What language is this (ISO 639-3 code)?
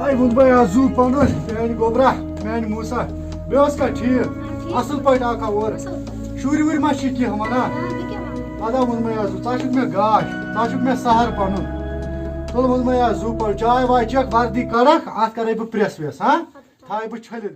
kas